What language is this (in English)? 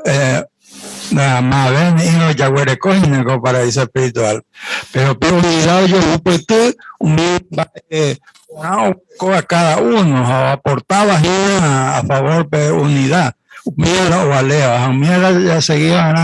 Guarani